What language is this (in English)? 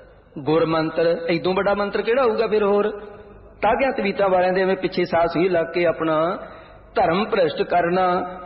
Punjabi